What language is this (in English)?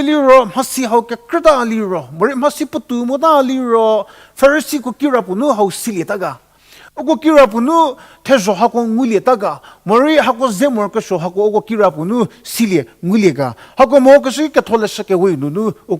Angami Naga